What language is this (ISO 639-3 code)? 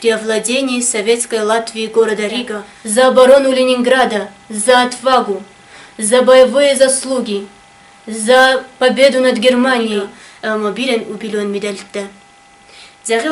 oss